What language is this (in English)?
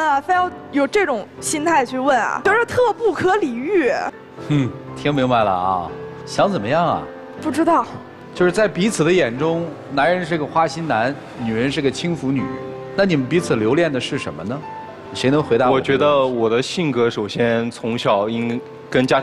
Chinese